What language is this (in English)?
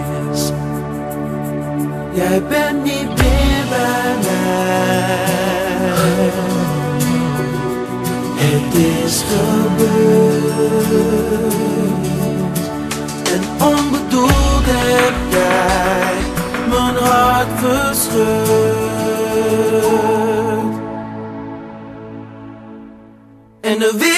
Dutch